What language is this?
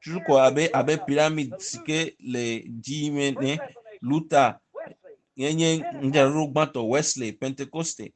Ewe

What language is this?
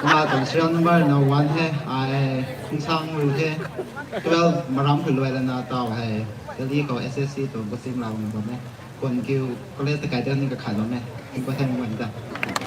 Rongmei Naga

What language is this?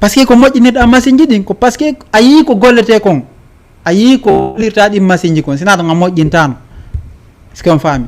Fula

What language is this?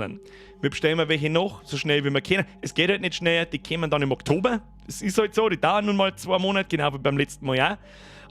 Bavarian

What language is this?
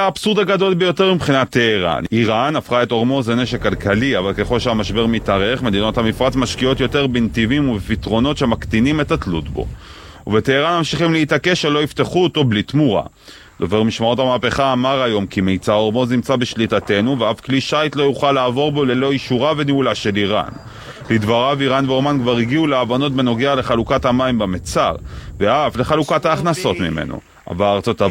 Hebrew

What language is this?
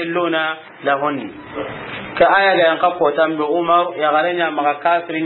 Soninke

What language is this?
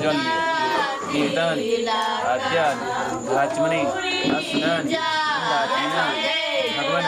Maithili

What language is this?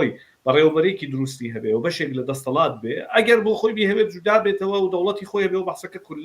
Central Kurdish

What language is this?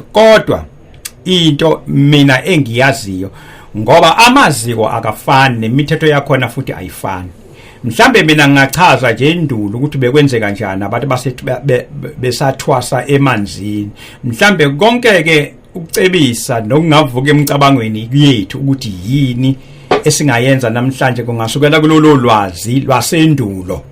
Zulu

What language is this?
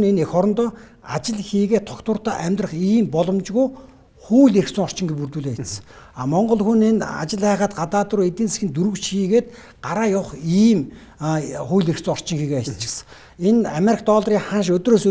Mongolian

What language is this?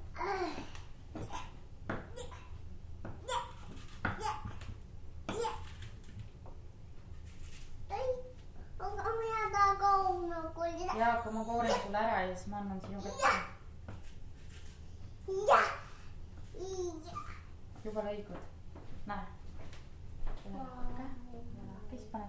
Estonian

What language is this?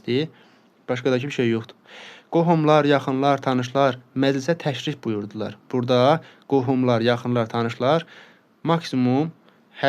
Azerbaijani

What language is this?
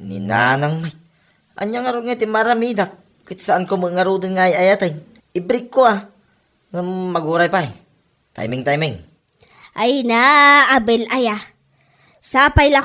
Iloko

